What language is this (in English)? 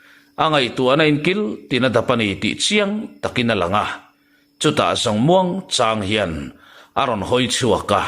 Mizo